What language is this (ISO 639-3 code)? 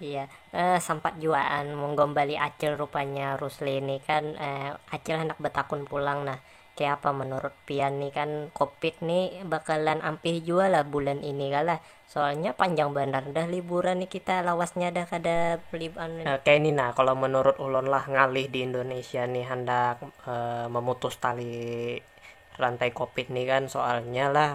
bjn